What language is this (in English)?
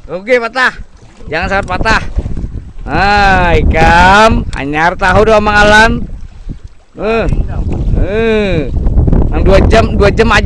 Banjar